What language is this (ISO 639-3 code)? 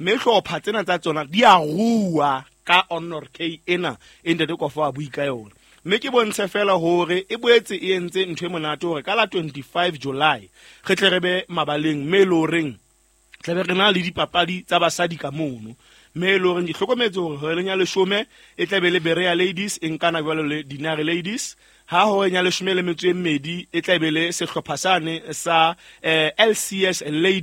sot